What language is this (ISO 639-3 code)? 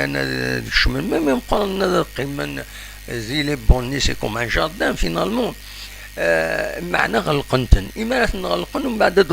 kab